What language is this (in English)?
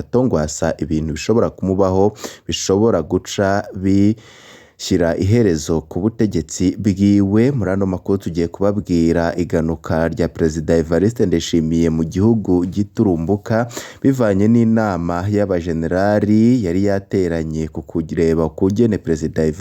Rundi